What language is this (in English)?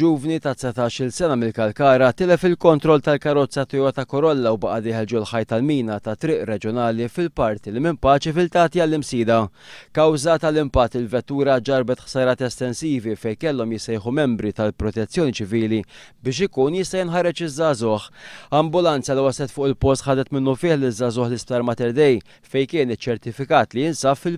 Maltese